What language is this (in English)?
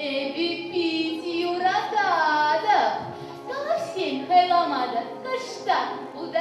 Chuvash